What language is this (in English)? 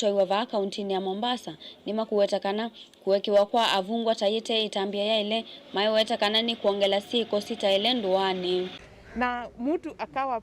Kamba